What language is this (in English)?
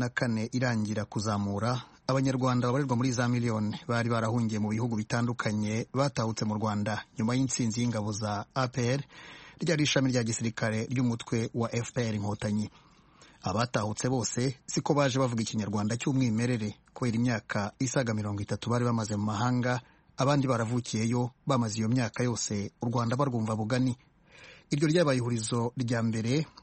Kinyarwanda